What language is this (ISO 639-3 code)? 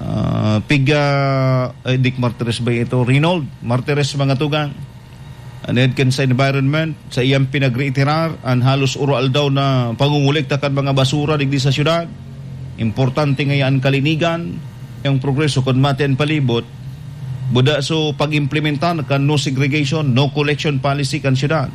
bik